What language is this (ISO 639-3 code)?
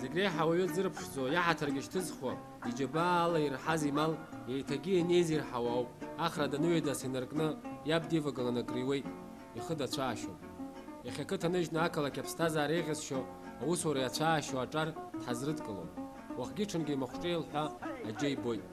abk